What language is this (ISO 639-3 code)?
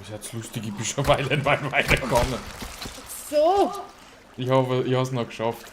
bar